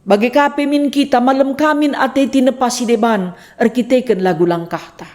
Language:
Batak Karo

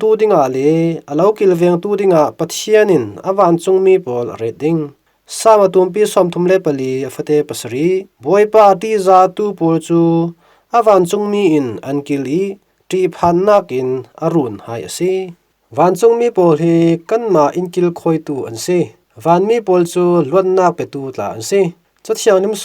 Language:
Falam Chin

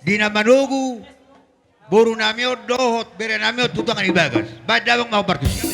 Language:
Batak Toba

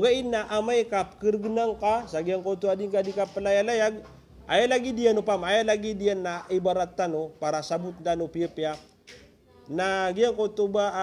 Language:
Maranao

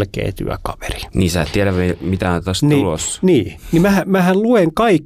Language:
Finnish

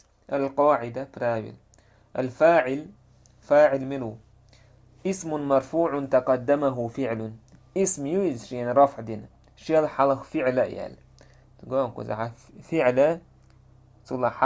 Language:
Chechen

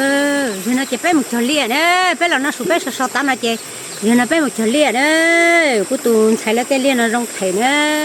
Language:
Hmong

